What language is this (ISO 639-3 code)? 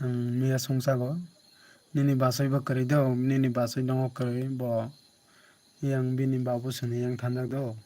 trp